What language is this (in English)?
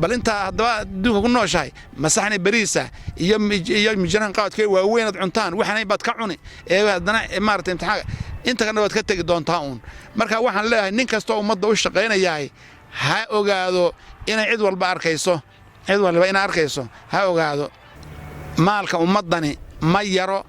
Somali